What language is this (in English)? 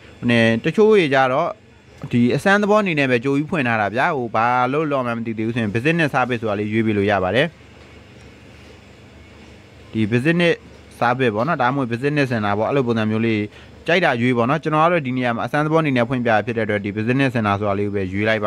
Burmese